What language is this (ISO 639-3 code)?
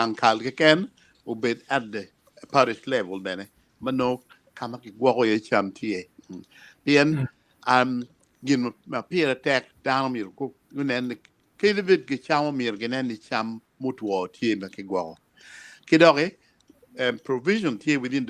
ach